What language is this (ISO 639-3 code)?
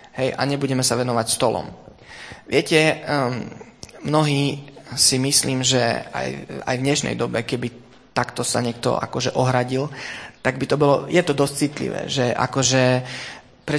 slk